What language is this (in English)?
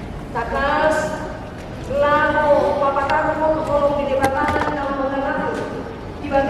Batak Toba